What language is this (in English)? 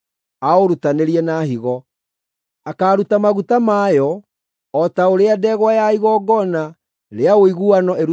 Kikuyu